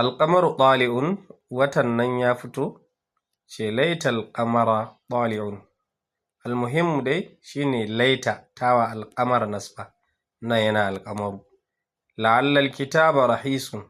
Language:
Hausa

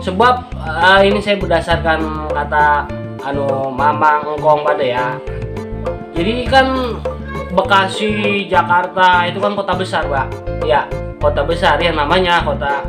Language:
Betawi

